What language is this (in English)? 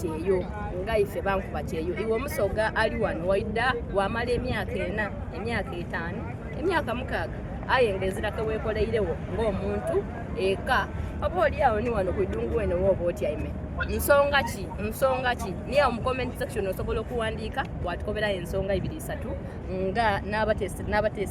Soga